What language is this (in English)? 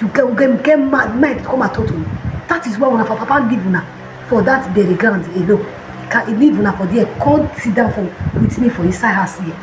Nigerian Pidgin